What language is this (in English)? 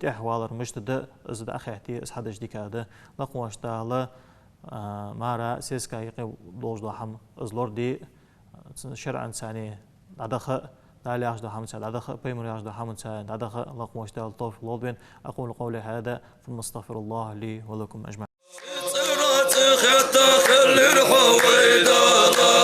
Ingush